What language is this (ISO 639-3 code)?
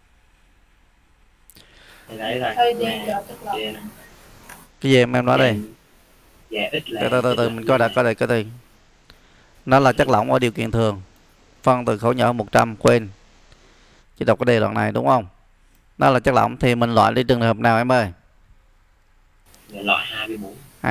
vie